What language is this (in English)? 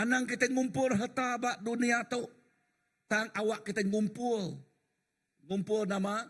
Iban